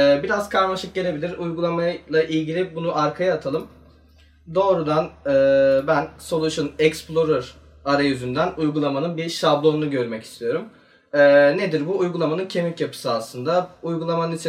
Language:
Turkish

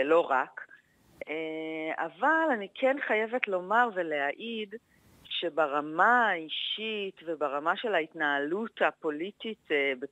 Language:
Hebrew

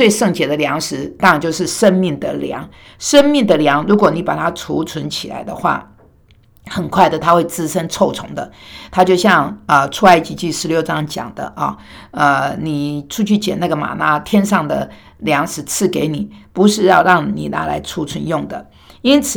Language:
Chinese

